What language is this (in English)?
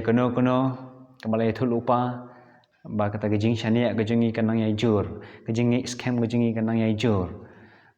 Khasi